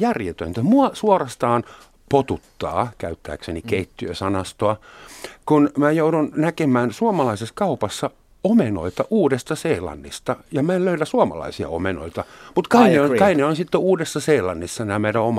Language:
Finnish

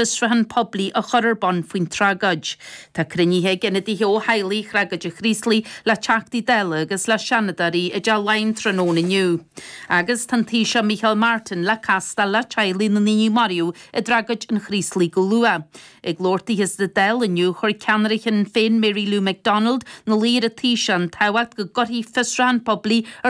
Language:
Irish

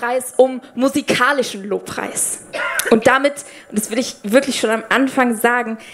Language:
Swiss German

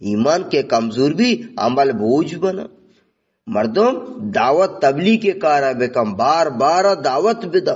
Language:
Eastern Balochi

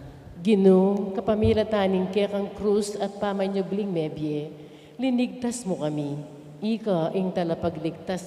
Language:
Pampanga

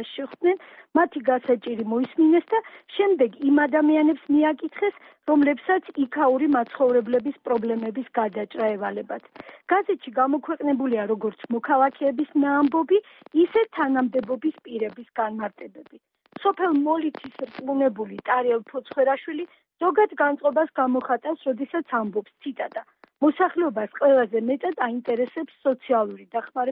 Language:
Georgian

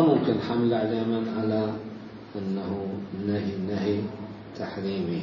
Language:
Mesopotamian Arabic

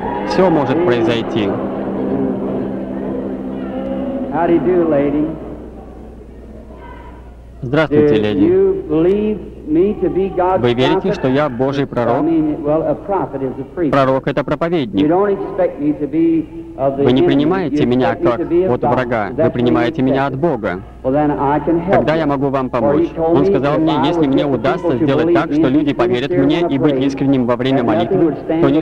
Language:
Russian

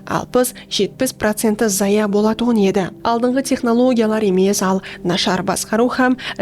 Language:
Kara-Kalpak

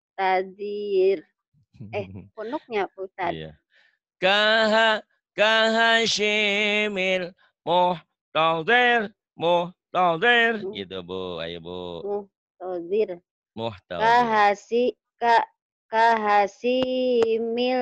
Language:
Indonesian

